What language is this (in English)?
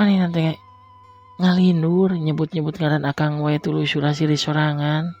Sundanese